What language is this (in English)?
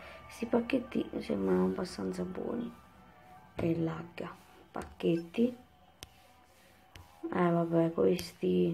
Italian